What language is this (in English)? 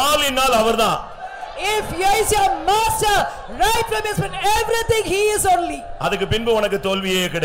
Tamil